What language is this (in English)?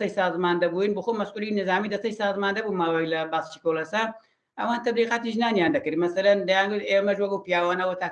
Central Kurdish